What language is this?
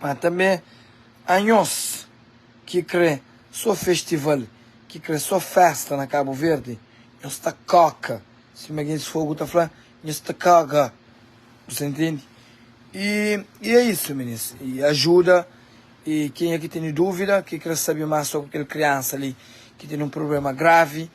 Kabuverdianu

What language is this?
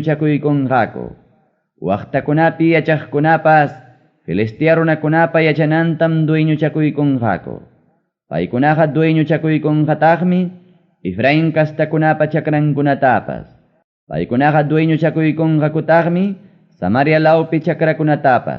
Ayacucho Quechua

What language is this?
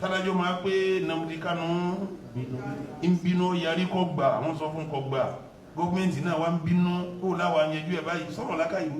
Yoruba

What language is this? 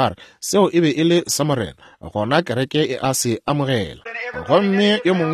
Northern Sotho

